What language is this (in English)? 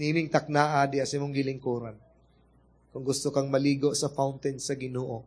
Cebuano